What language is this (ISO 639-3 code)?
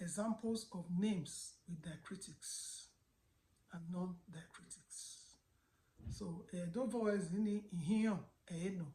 bin